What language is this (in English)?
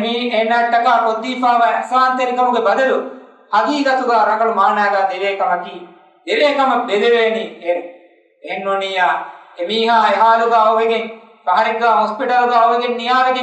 Divehi